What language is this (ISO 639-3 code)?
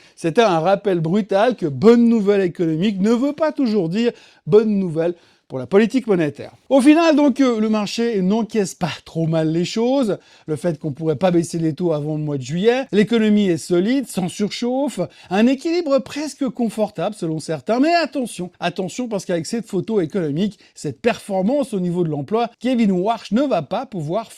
fra